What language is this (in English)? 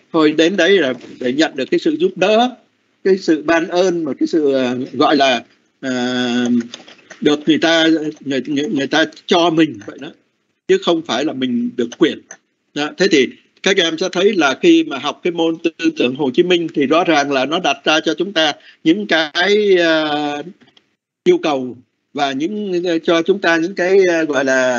Vietnamese